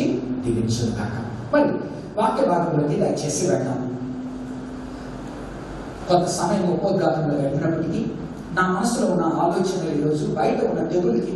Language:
Telugu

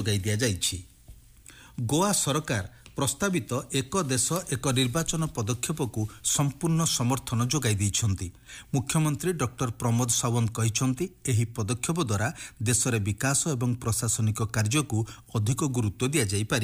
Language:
Odia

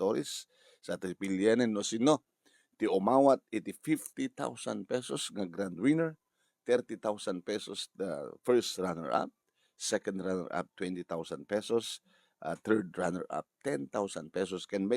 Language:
Iloko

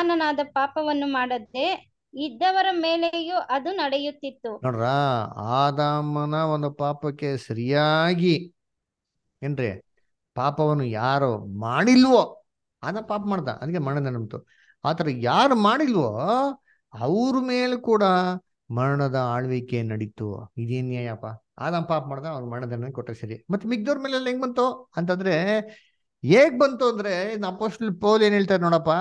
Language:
Kannada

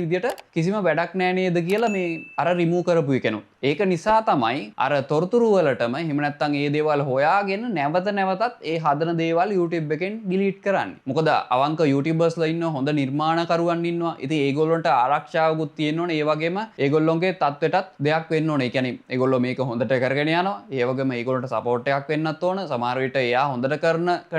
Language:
Sinhala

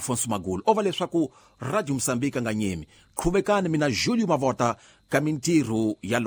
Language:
Tsonga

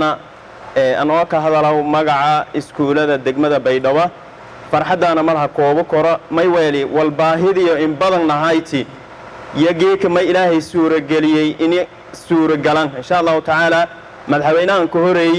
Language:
Somali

